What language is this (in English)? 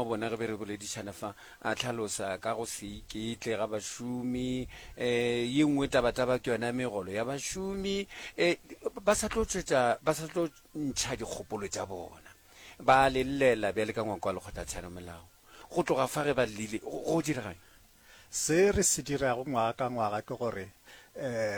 Northern Sotho